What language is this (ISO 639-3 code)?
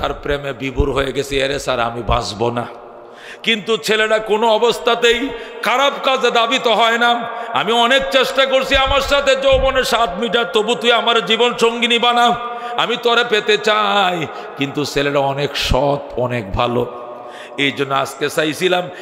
ben